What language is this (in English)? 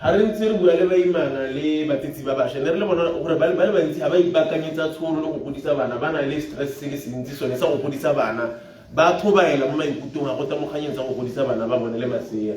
Tswana